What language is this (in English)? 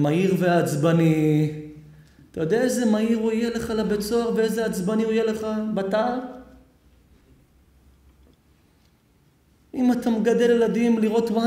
Hebrew